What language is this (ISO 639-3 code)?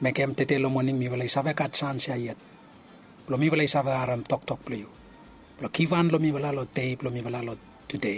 bis